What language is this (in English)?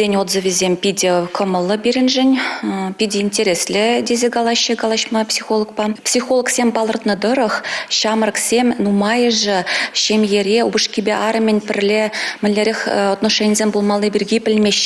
Chuvash